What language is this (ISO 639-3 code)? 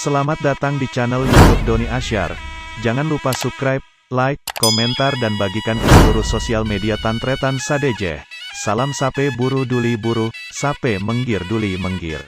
mad